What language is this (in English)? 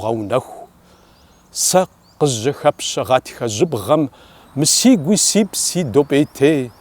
Kabardian